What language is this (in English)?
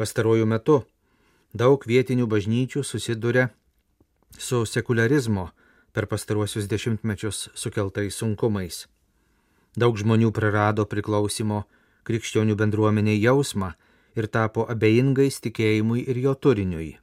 Lithuanian